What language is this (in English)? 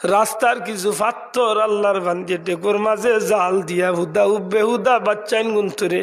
Sylheti